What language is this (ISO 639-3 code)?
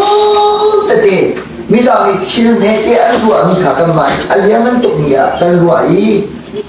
cnh